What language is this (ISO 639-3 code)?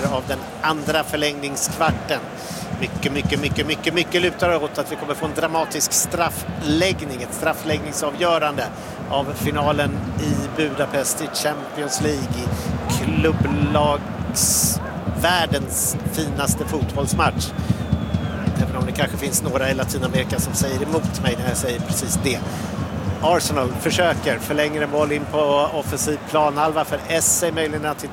swe